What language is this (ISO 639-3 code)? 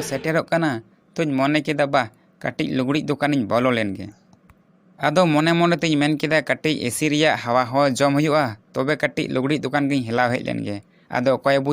sat